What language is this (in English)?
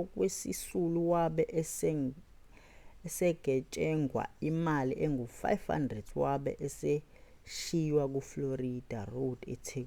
Zulu